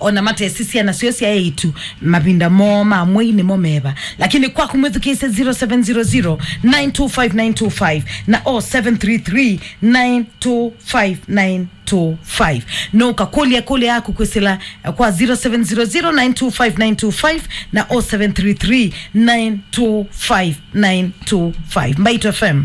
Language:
Kamba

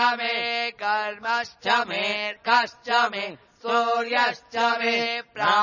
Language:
Sanskrit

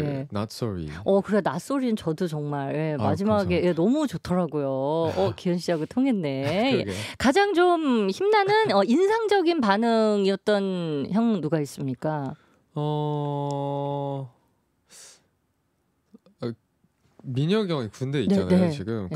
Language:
Korean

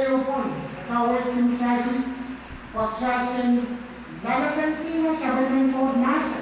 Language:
Pohnpeian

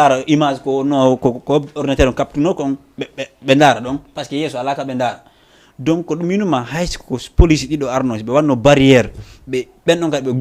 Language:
Fula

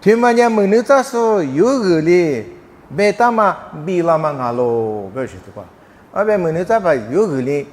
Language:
Lisu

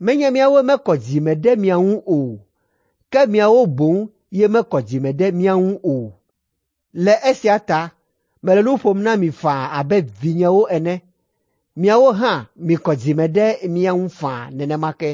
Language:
Ewe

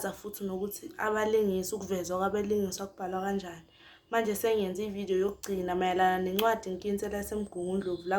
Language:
Zulu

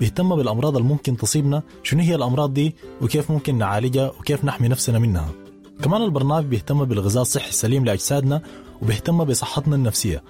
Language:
Sudanese Arabic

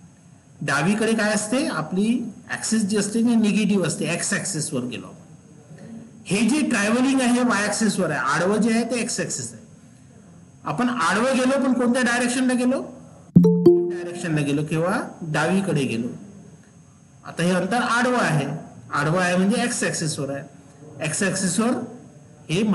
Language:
Marathi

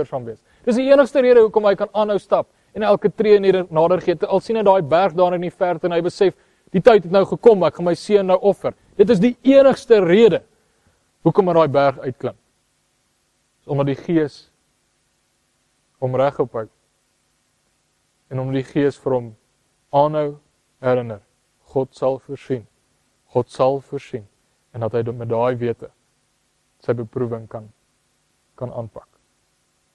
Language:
Afrikaans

